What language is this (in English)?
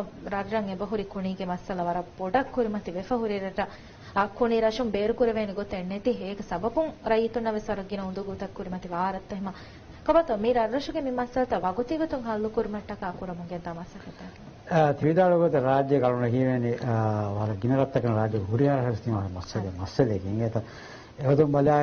Divehi